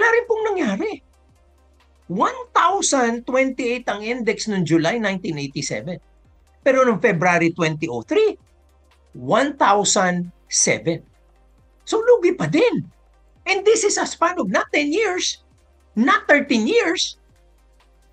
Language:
Filipino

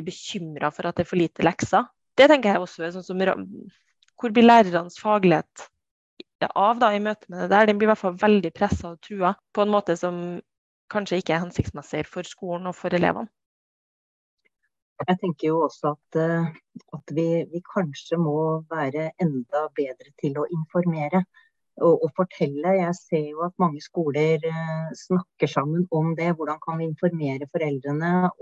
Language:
Norwegian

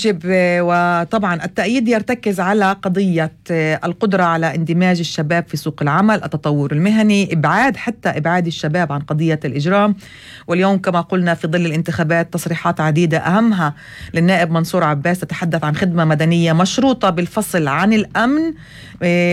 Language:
North Levantine Arabic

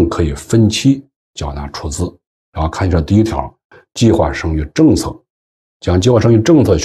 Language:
Chinese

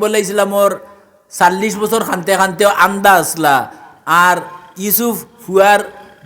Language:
Sylheti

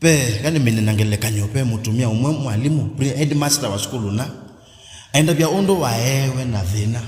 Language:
Kamba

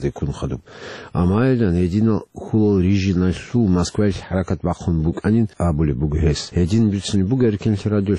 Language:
Avaric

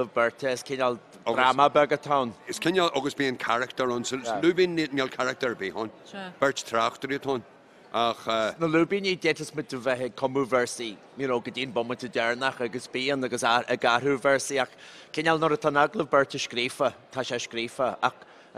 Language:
Irish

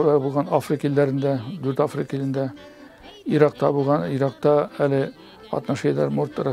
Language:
Tatar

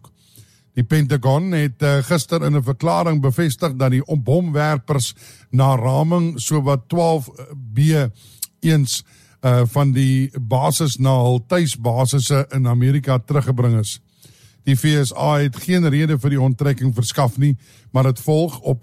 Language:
Afrikaans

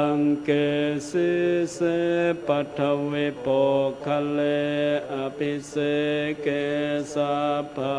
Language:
Pali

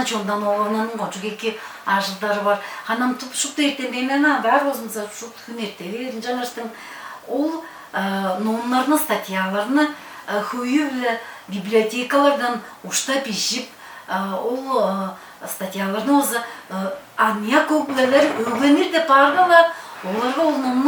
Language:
Tuvinian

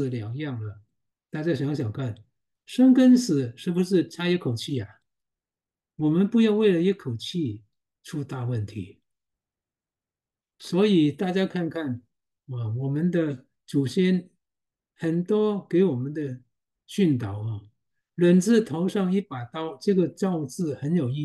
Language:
Chinese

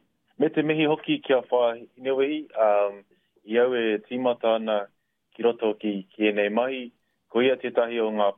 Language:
Māori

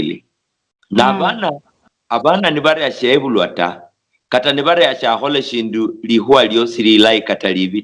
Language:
Luyia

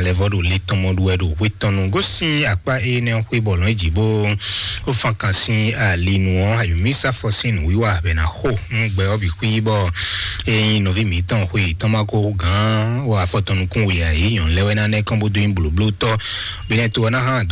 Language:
Fon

